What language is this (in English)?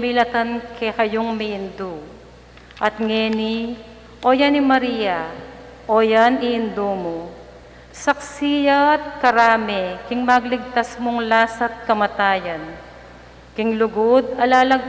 Pampanga